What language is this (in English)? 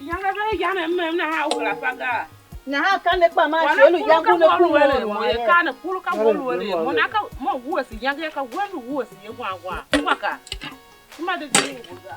Tiv